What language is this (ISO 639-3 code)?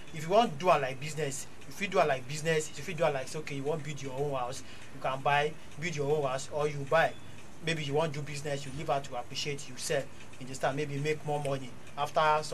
pcm